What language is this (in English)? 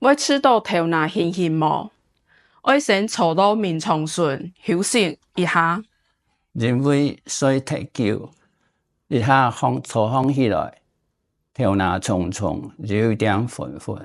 Hakka Chinese